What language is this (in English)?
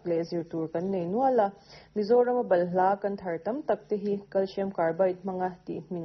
Mizo